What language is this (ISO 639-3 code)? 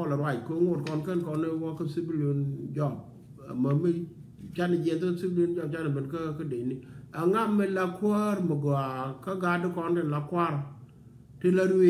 nus